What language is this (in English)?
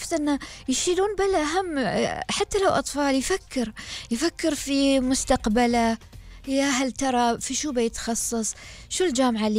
Gulf Arabic